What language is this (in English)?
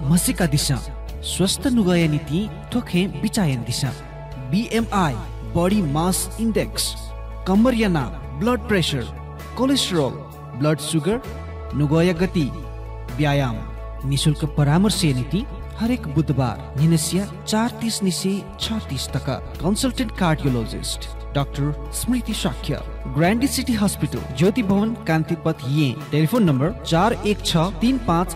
Newari